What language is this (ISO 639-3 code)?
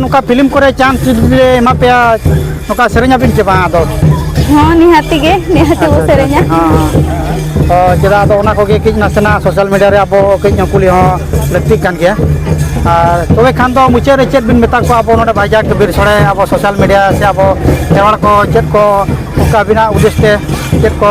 sat